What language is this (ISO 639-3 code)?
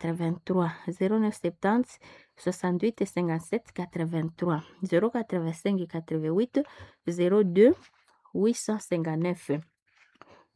swa